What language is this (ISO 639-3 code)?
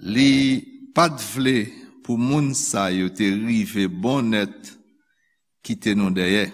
hat